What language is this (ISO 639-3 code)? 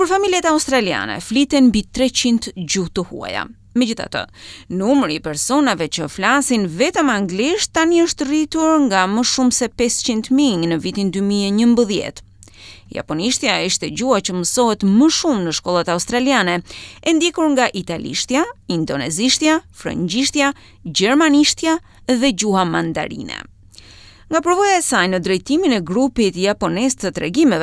sqi